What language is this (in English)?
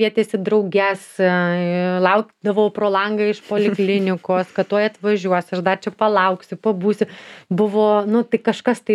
Lithuanian